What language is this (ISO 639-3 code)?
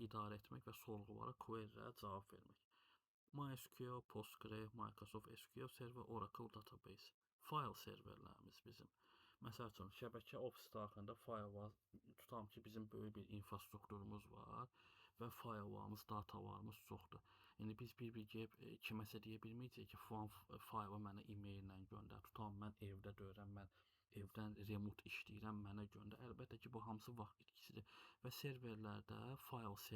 aze